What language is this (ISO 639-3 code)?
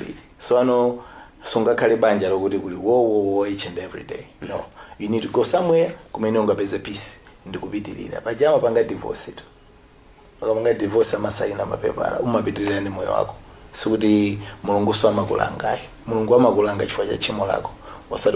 nya